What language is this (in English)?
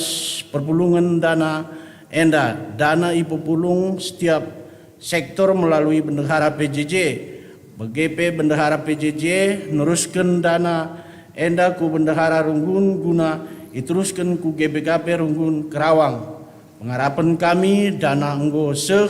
Batak Karo